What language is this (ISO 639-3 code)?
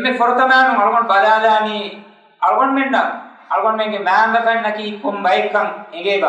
div